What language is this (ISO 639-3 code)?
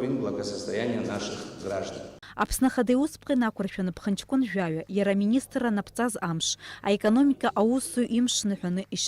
abk